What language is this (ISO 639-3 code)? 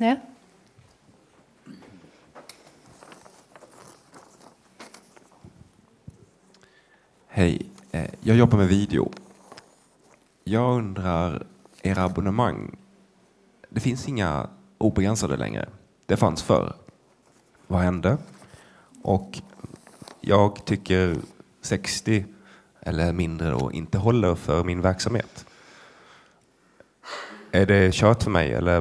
swe